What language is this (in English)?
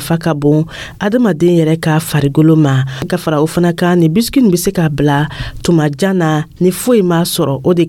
Dyula